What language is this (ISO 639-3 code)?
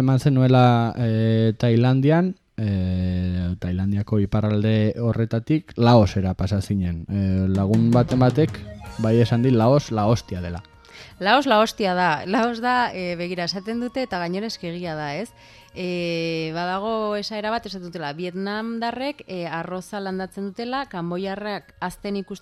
eus